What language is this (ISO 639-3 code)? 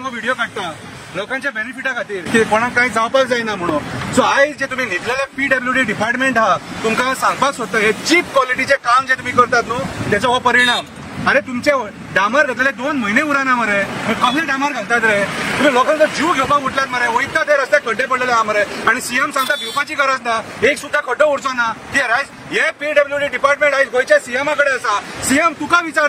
kok